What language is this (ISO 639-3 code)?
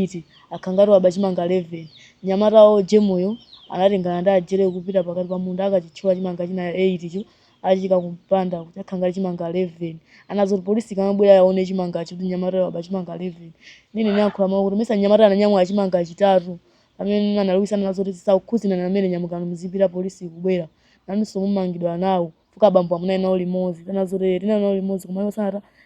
nya